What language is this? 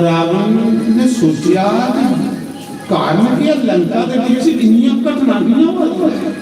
Dogri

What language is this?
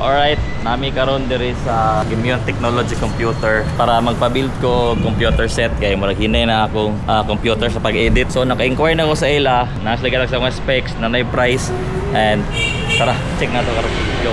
Cebuano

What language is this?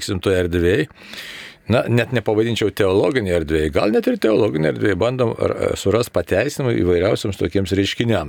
Lithuanian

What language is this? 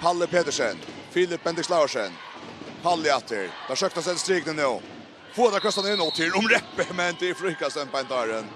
Faroese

